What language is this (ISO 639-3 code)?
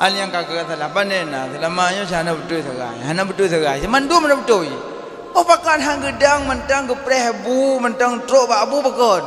ace